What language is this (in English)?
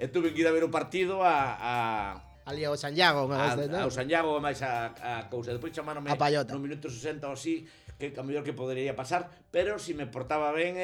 Galician